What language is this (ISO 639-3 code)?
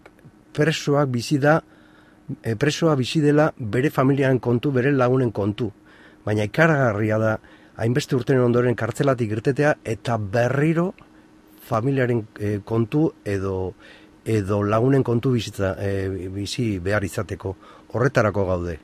eus